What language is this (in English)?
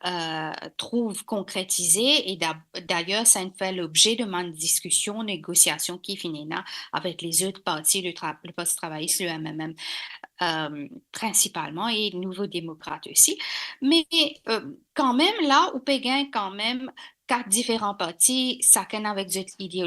Morisyen